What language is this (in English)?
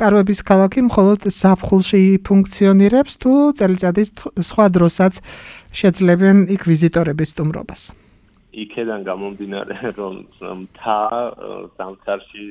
Georgian